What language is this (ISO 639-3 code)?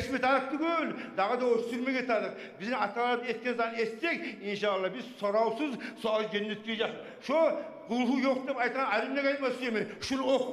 kum